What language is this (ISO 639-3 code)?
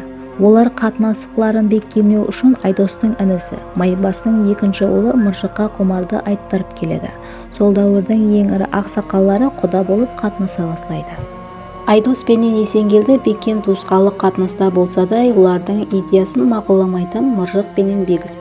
kaa